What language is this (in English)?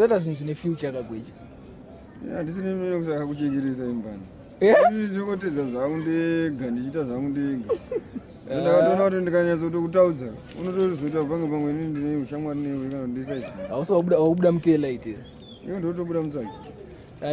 Shona